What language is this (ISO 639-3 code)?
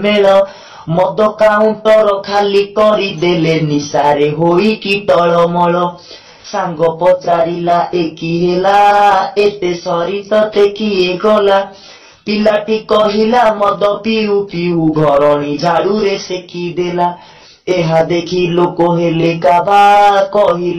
ori